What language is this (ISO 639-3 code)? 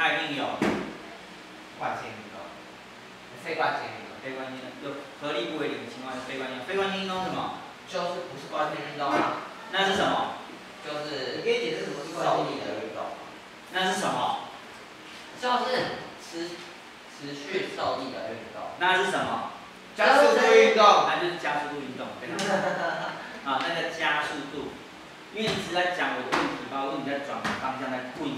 zho